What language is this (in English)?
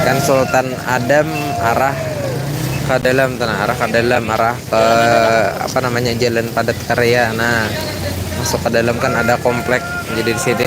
Banjar